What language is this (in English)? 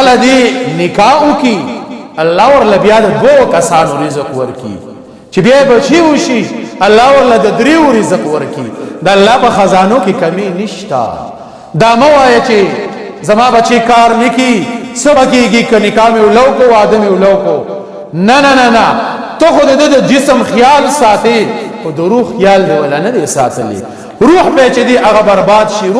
Pashto